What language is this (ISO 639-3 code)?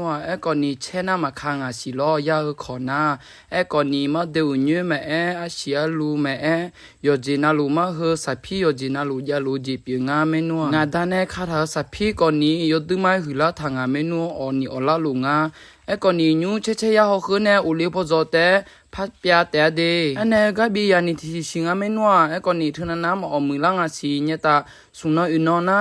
ahk